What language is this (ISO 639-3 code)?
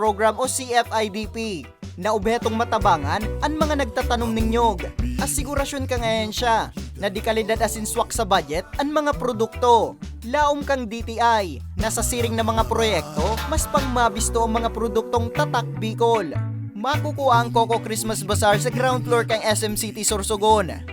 bik